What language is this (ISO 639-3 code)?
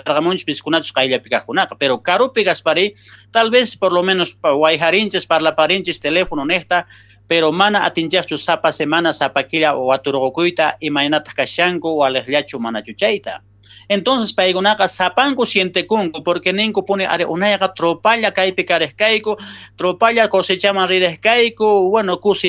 quh